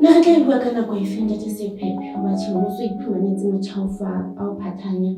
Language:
Southern Sotho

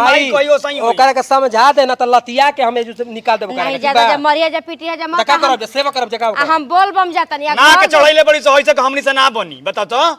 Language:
Bhojpuri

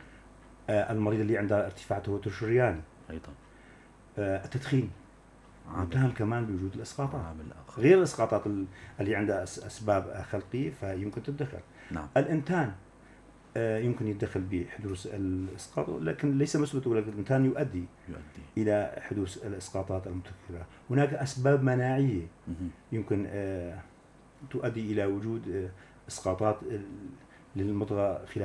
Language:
North Levantine Arabic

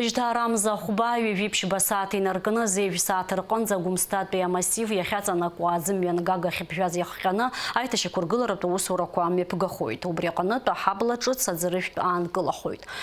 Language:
Abkhazian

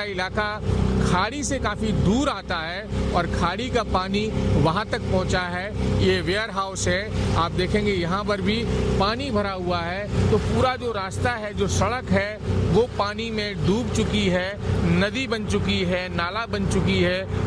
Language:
Hindi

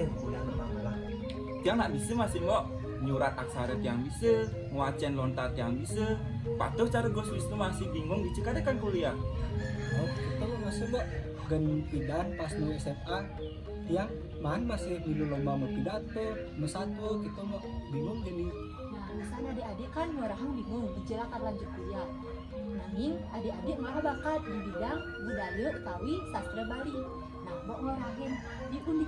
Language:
Balinese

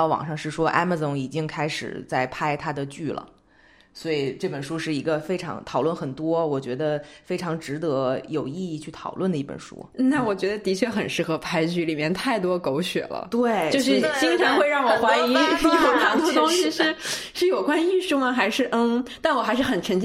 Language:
Chinese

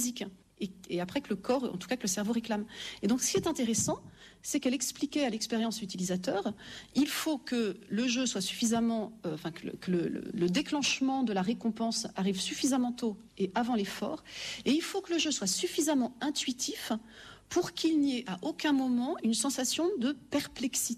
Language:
French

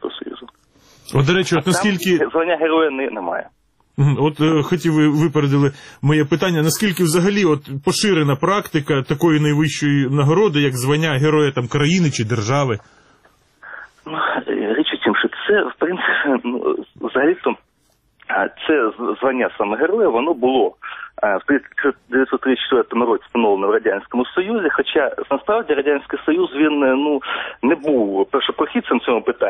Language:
Ukrainian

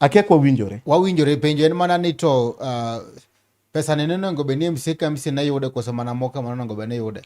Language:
Luo (Kenya and Tanzania)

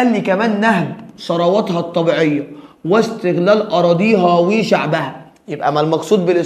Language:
Egyptian Arabic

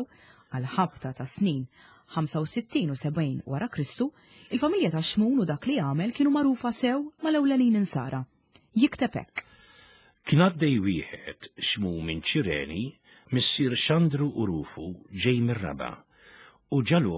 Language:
Maltese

